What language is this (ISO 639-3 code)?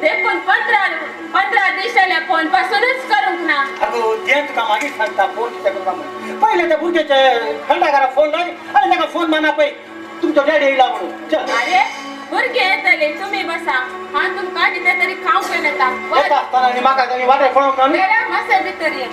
kok